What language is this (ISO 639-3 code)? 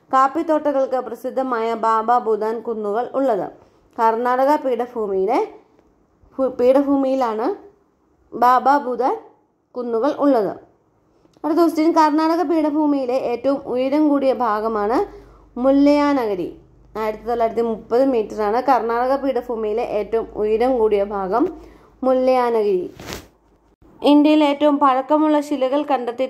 mal